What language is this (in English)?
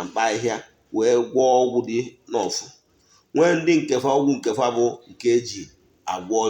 Igbo